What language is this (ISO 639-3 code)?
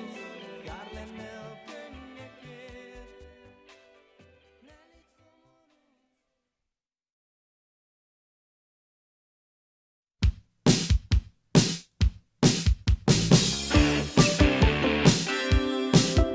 hun